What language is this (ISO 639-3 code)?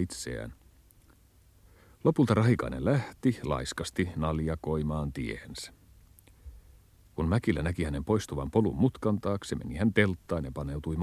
fin